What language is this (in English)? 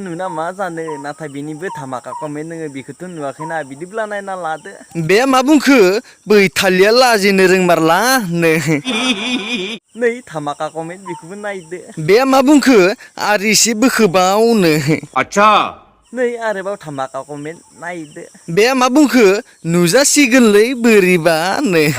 Bodo